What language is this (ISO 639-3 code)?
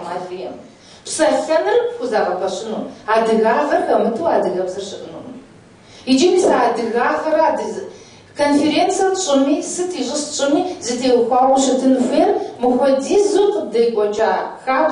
kbd